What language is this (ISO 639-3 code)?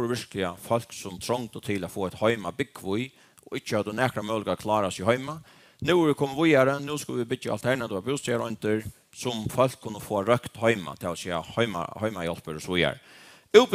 fao